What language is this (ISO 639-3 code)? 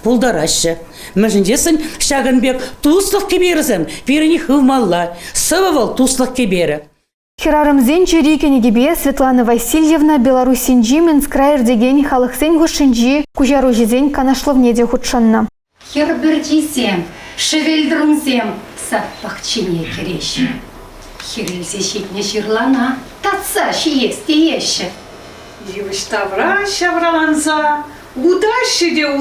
chv